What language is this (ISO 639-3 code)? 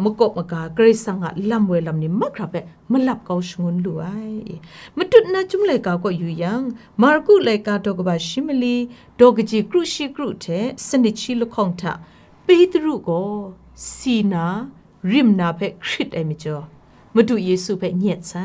kac